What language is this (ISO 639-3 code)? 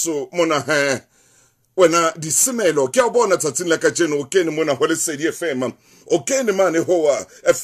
sot